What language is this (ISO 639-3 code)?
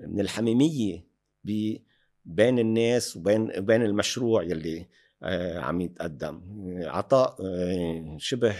apc